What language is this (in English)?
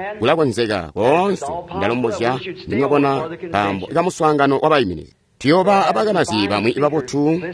Tonga (Zambia)